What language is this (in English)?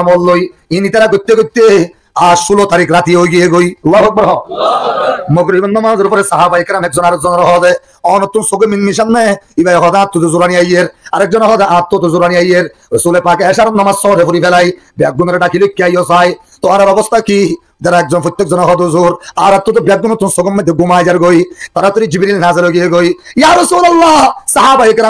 Rohingya